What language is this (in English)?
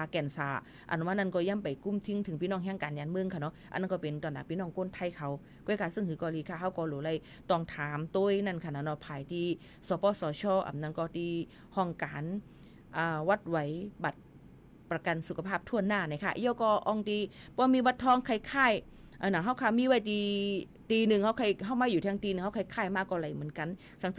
Shan